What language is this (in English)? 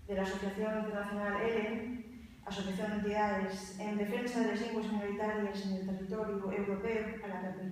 Asturian